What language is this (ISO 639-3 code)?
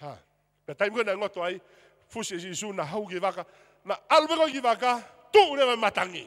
ton